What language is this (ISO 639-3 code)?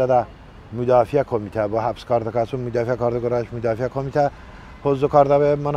tly